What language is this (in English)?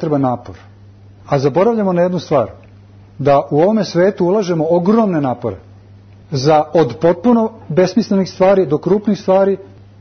Serbian